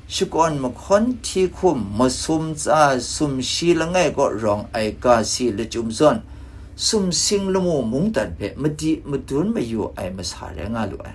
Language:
Kachin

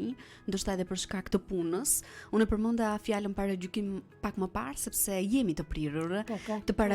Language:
Albanian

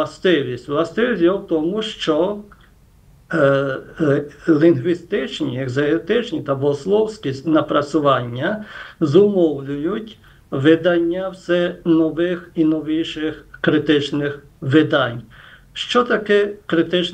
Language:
Ukrainian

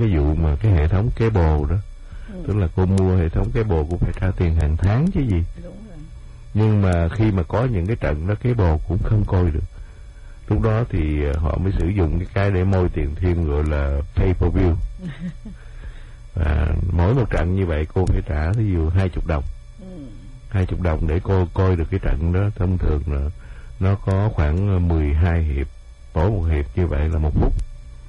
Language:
Vietnamese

